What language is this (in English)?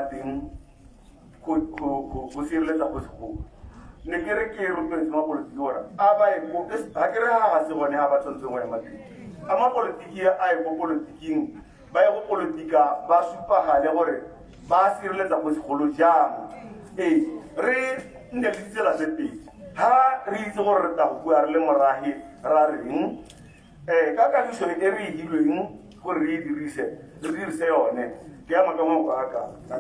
Tswana